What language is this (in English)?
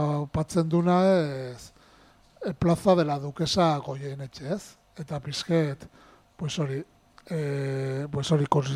Basque